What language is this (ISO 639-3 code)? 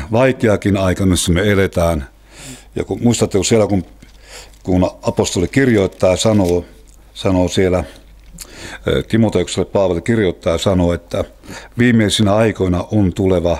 fin